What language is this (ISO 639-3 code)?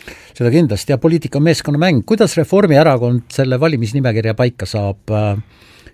est